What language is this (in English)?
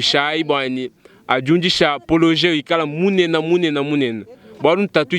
Luba-Lulua